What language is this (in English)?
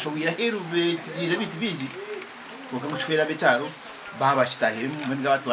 Nyankole